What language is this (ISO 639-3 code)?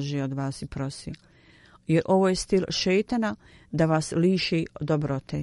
bos